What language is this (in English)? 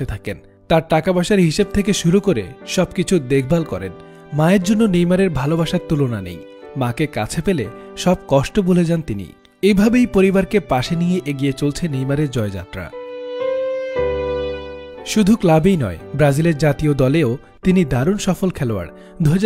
Bangla